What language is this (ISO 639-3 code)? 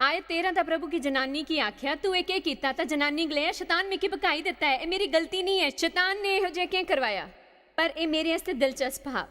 doi